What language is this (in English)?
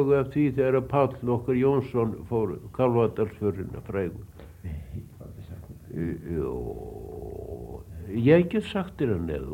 Icelandic